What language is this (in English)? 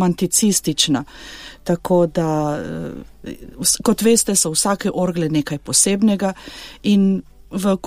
Slovenian